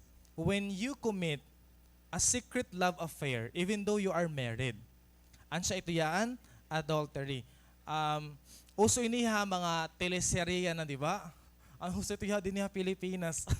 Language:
Waray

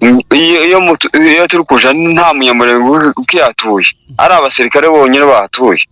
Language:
Kinyarwanda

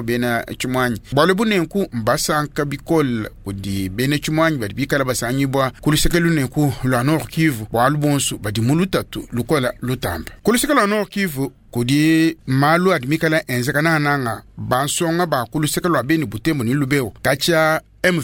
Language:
Luba-Lulua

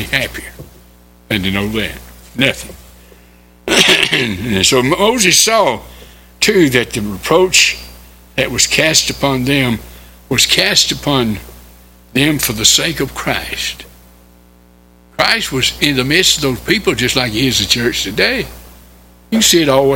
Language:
English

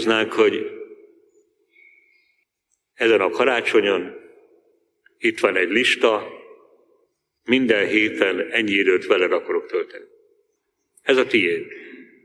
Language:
Hungarian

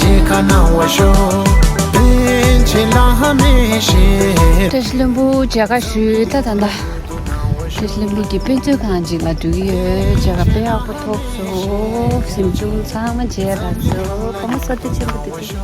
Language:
Tibetan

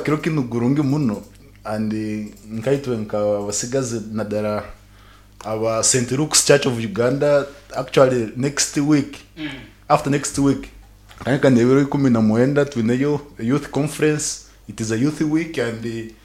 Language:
Nyankole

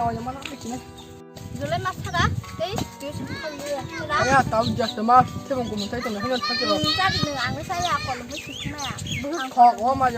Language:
Kok Borok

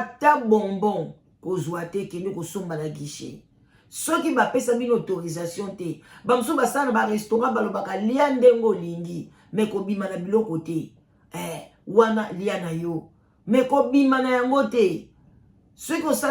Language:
Lingala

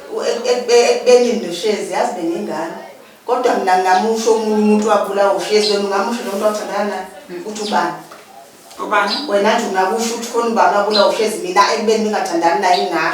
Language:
Zulu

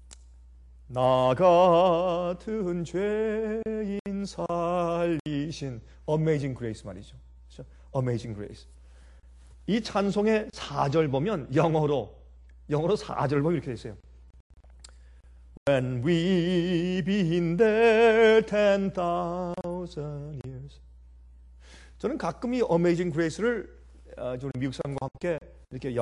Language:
Korean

